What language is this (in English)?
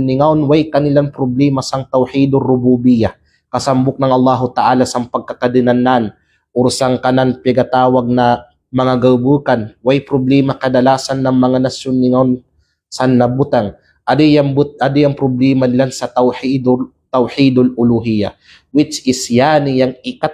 Kalagan